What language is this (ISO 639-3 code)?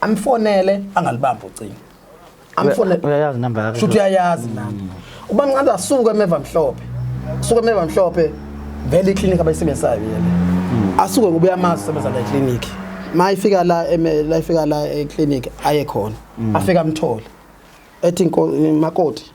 zul